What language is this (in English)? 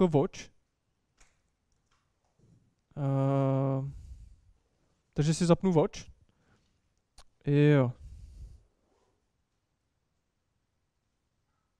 Czech